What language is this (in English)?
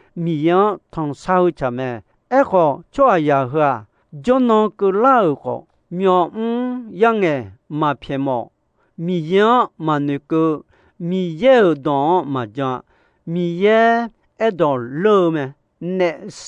Akha